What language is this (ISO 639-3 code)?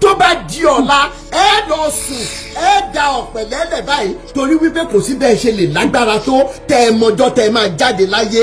yor